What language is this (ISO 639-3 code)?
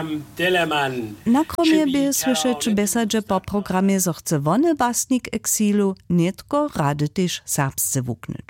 hsb